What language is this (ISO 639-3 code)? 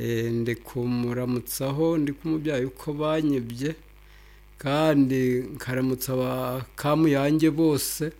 nyo